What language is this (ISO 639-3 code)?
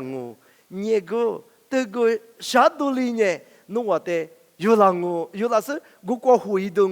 lis